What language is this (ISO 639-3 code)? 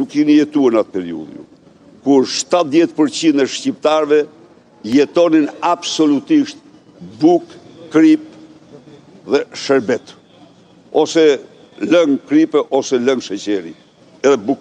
sqi